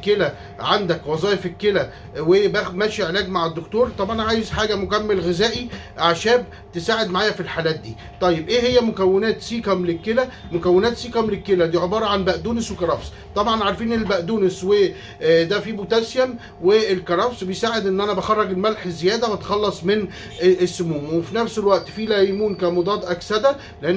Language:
Egyptian Arabic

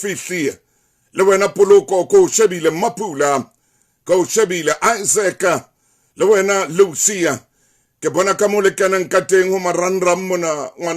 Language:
Southern Sotho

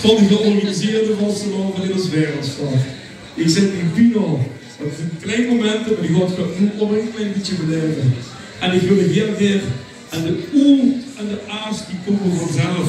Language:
Limburgish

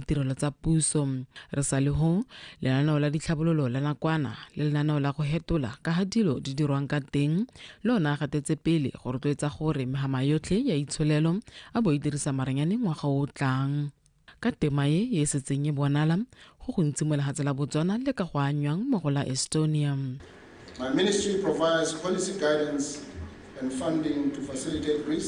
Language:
Tswana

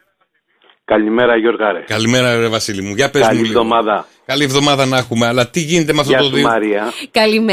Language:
Greek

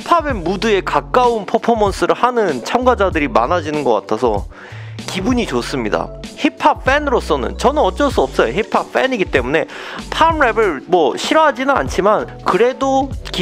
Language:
Korean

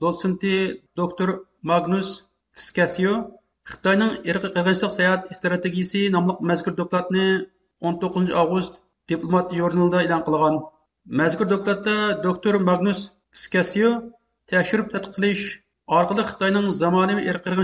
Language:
Uyghur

